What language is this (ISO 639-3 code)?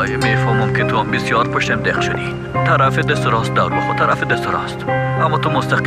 fas